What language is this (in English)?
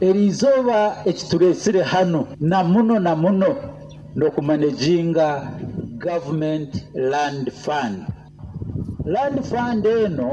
Nyoro